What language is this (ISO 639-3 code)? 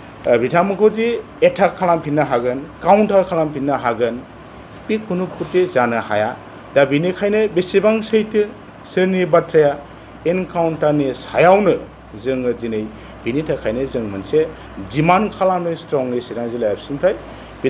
brx